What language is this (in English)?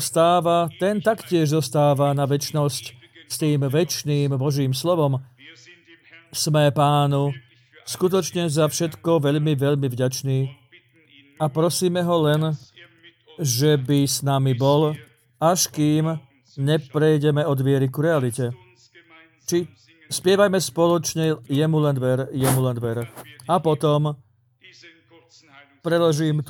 Slovak